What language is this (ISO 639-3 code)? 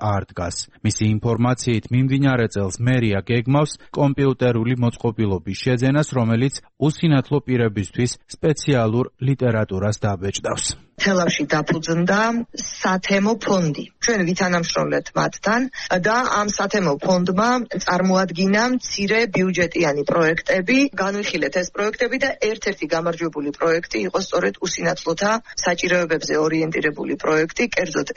kat